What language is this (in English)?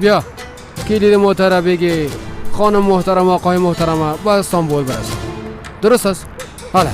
Persian